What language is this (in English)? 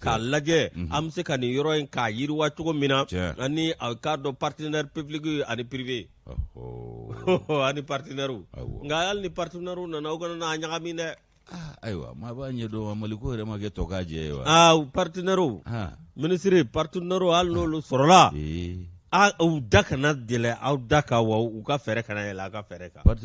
Bambara